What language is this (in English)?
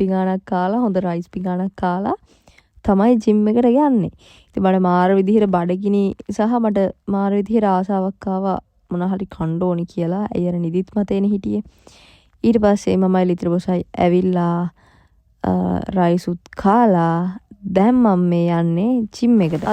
Sinhala